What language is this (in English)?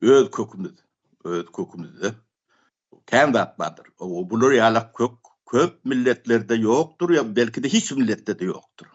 Turkmen